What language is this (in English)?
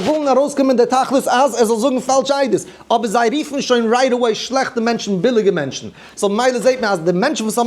Yiddish